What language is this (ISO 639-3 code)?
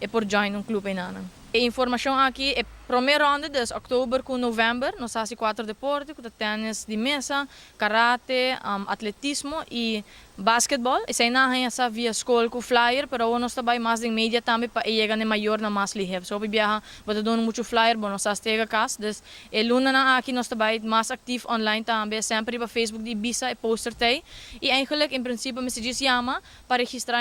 pap